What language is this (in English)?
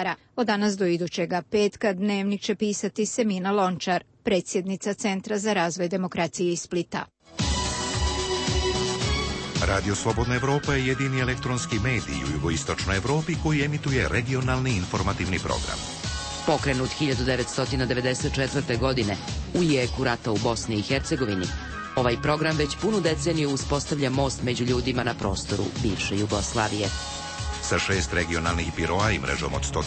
Croatian